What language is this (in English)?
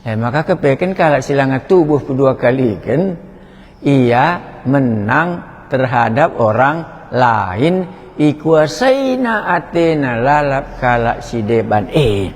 Batak Karo